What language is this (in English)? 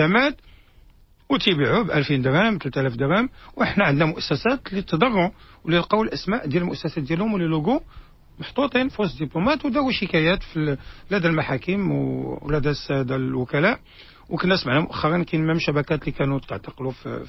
Moroccan Arabic